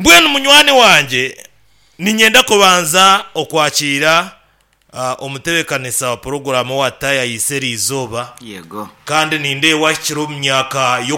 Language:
Nyankole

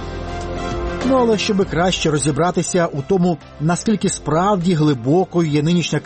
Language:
Ukrainian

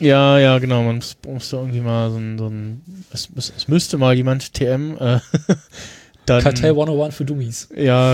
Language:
German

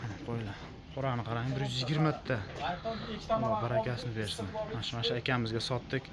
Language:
Uzbek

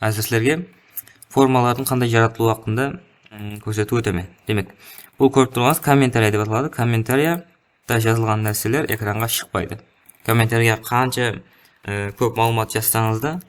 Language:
Kara-Kalpak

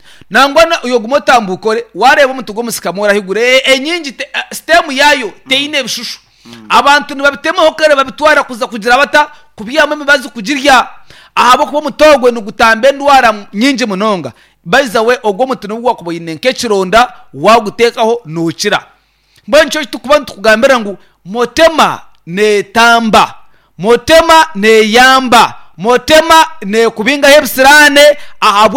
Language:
Nyankole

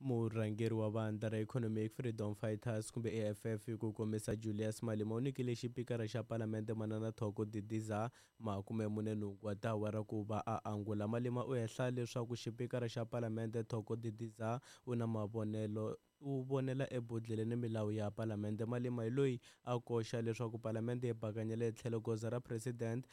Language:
Tsonga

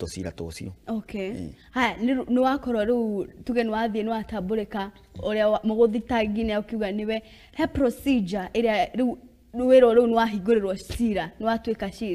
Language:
Kikuyu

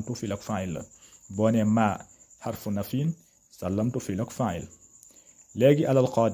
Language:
Wolof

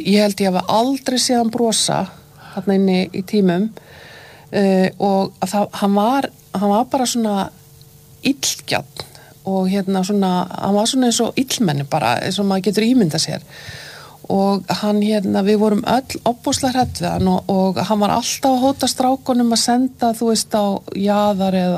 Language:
Icelandic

